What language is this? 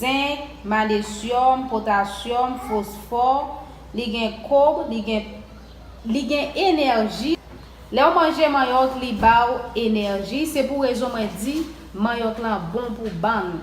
Haitian Creole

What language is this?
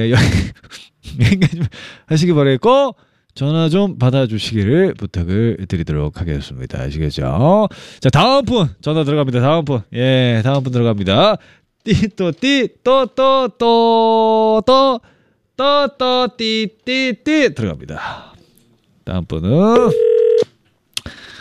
Korean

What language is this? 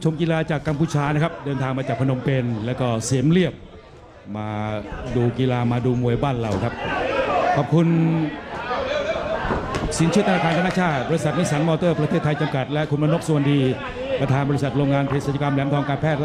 Thai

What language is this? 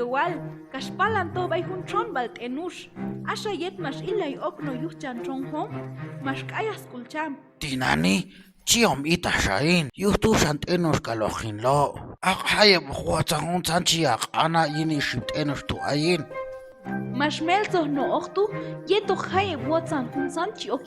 Q'anjob'al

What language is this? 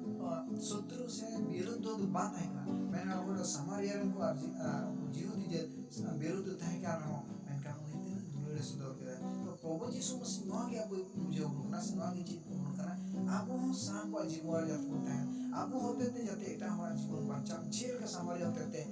Santali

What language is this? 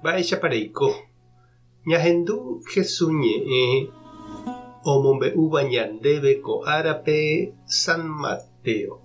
Guarani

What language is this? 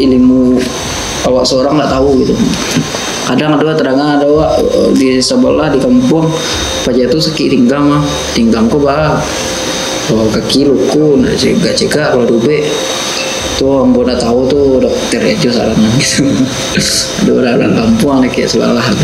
Minangkabau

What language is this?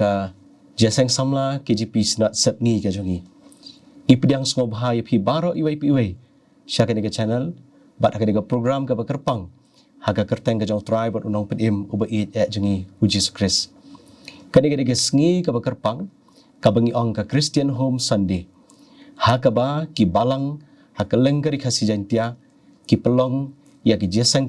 Khasi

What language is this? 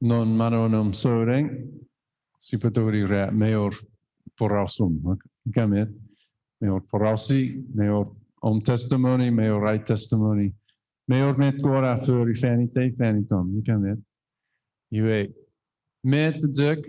Chuukese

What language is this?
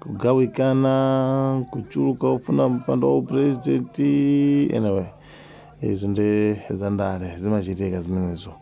Nyanja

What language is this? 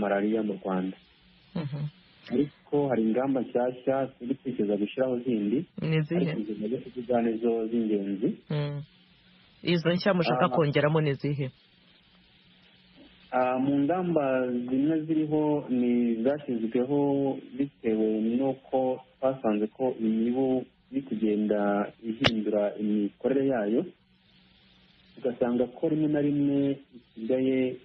Kinyarwanda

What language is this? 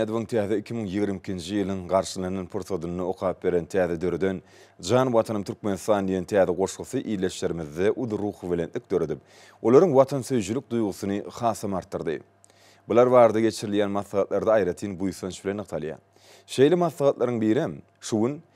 Turkmen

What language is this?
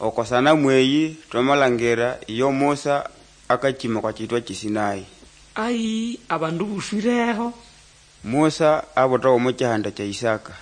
Nande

